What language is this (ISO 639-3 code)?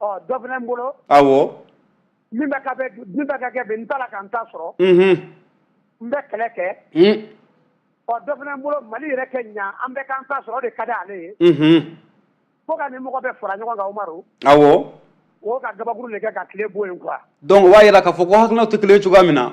bam